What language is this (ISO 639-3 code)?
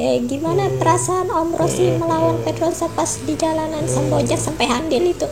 bjn